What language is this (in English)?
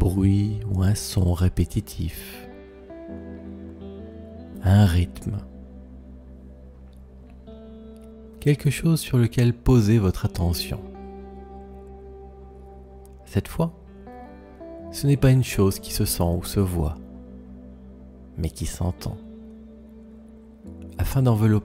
French